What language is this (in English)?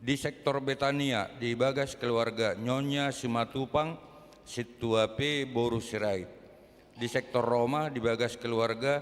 Batak Toba